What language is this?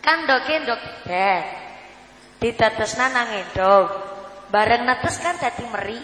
Javanese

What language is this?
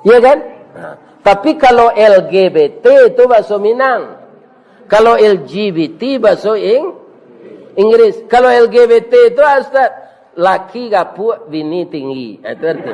Minangkabau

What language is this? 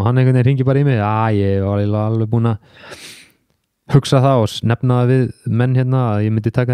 Icelandic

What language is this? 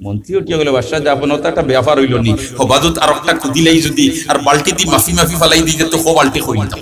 Sylheti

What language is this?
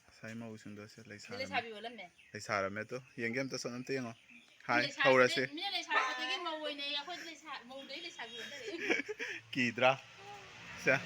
Manipuri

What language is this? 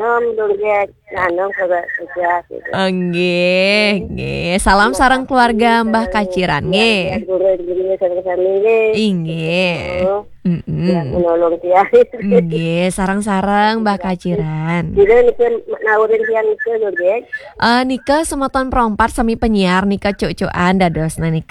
Balinese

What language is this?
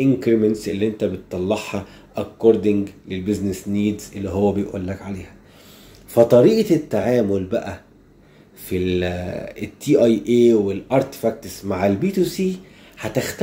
Egyptian Arabic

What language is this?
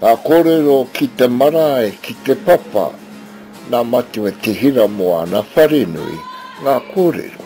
Māori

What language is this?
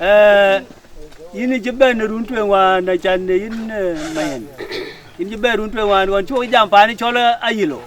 Dinka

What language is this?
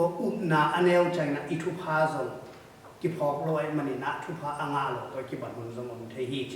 Tedim Chin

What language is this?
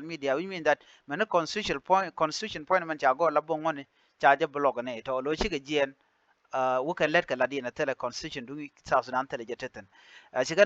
Nuer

